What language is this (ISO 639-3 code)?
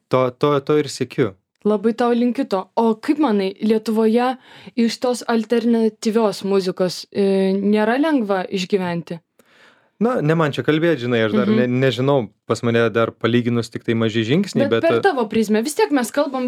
lit